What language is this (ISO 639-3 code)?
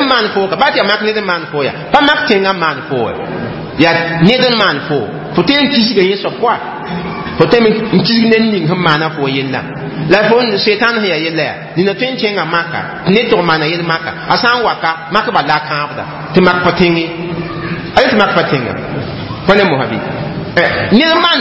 mos